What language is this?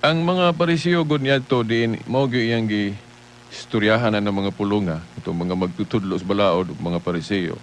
Cebuano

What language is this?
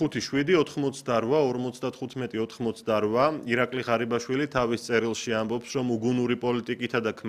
Georgian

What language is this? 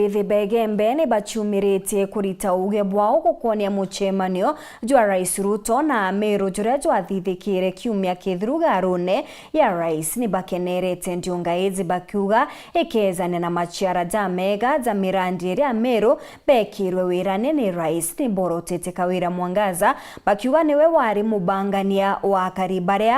Meru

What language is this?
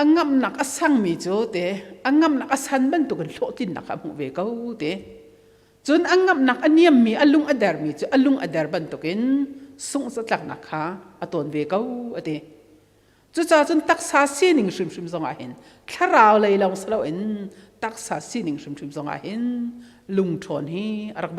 Hakha Chin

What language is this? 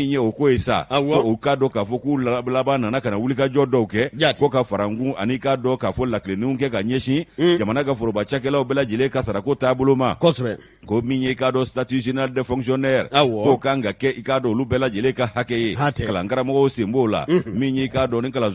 Bambara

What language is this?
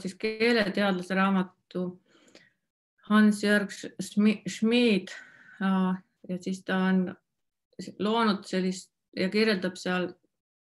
Estonian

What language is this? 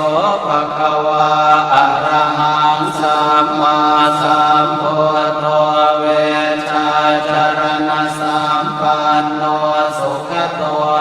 Pali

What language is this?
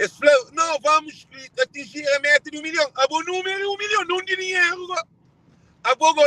Kabuverdianu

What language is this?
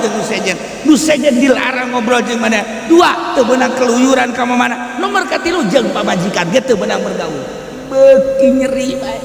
Sundanese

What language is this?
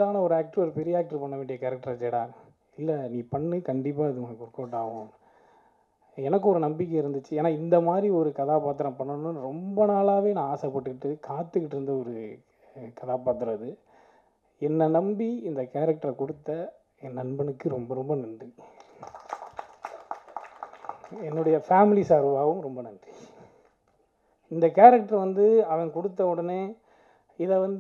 Tamil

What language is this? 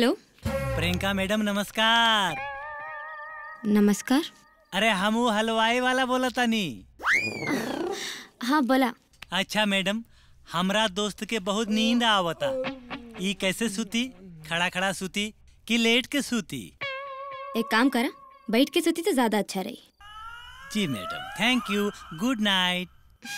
Bhojpuri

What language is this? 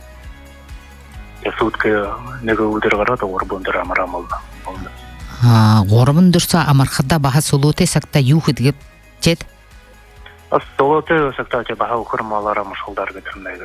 Buriat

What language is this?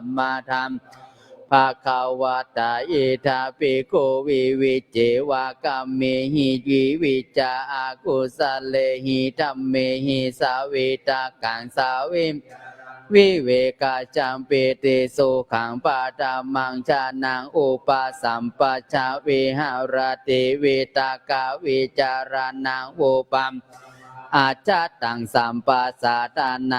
Pali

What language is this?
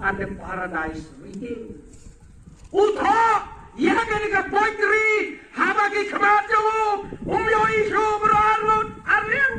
Khasi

